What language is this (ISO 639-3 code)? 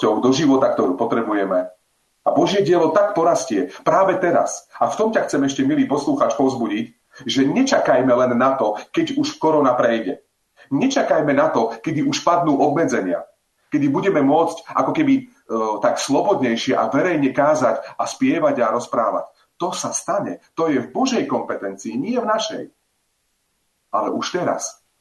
slk